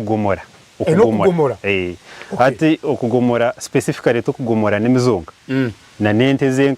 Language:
Nyankole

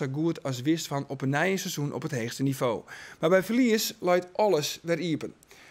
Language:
Western Frisian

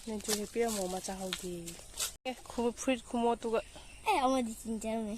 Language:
Manipuri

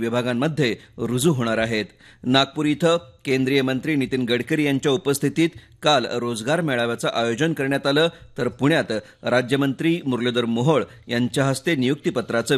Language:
Marathi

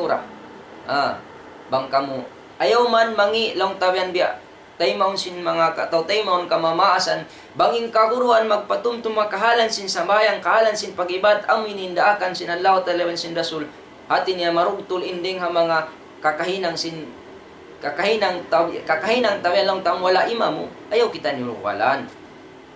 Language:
Tausug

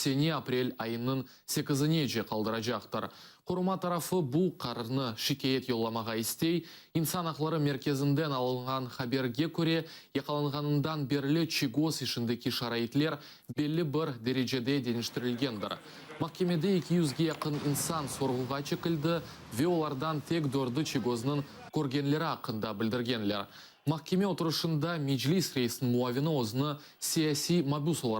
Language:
Crimean Tatar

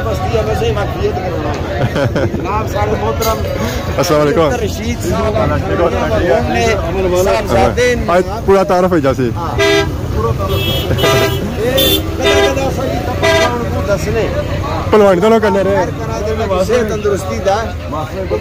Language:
Pahari-Potwari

